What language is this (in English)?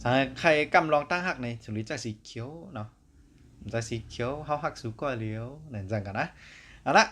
Shan